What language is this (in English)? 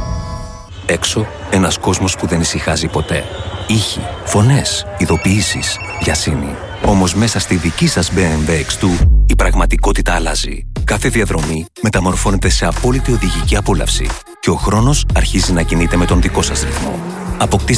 Greek